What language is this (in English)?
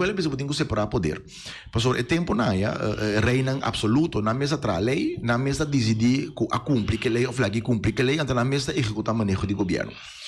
Papiamento